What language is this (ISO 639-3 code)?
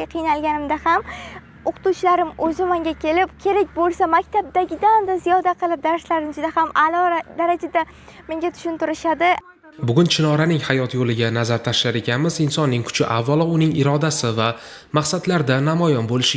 uzb